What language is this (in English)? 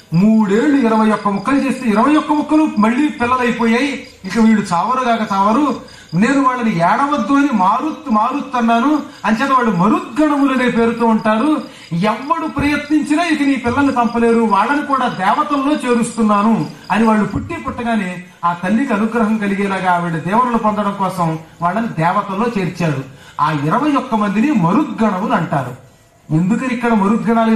Telugu